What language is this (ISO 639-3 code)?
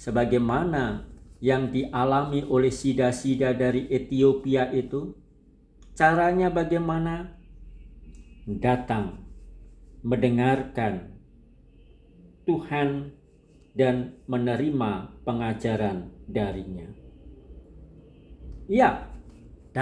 ind